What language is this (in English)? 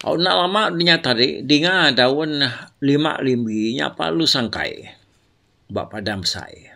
Iban